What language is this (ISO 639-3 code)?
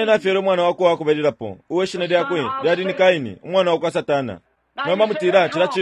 bem